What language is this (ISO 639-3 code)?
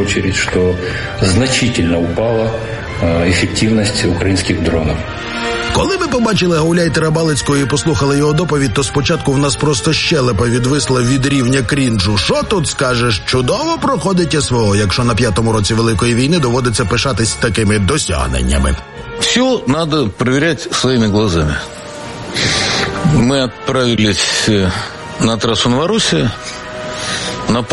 ukr